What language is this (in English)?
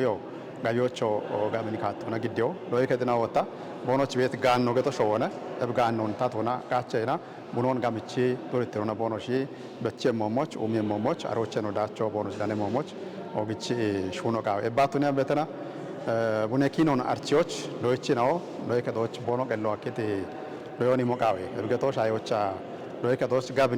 Kafa